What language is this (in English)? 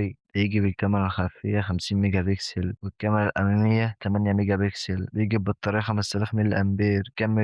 Egyptian Arabic